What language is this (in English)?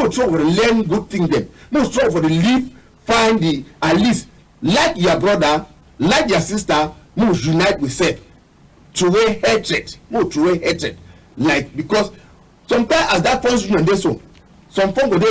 Cameroon Pidgin